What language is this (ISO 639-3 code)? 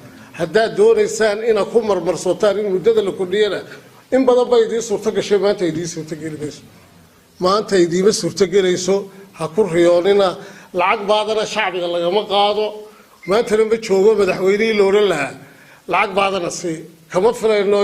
som